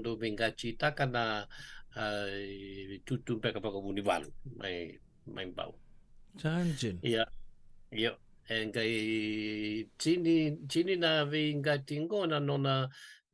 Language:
Fijian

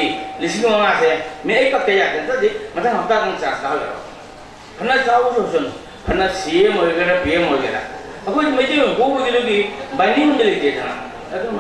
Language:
Manipuri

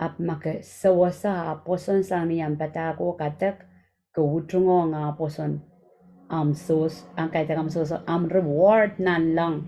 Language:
Pohnpeian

